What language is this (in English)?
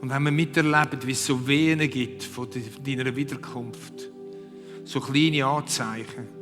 Swiss German